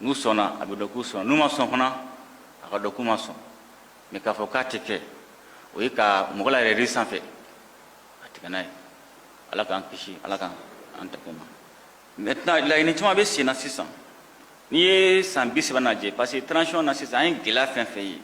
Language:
Bambara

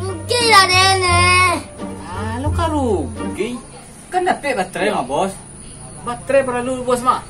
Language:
Minangkabau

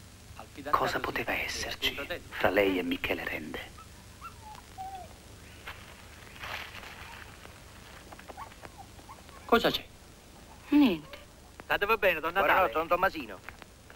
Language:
Italian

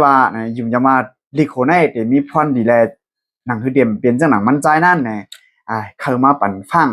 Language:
Shan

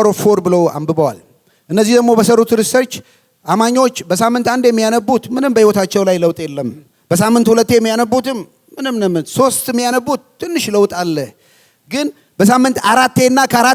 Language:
Amharic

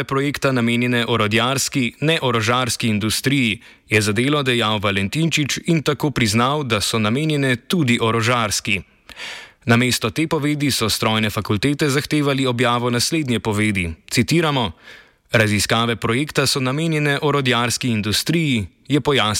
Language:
Slovenian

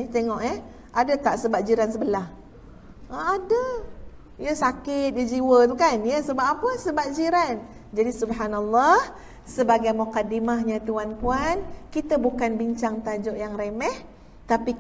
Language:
Malay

